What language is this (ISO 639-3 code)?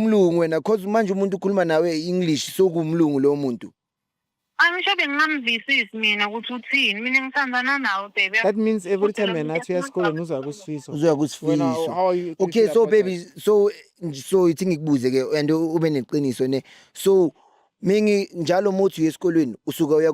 zul